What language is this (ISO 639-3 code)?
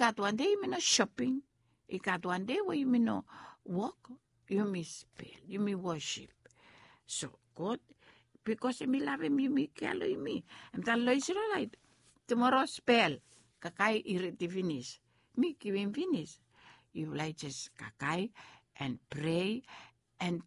bis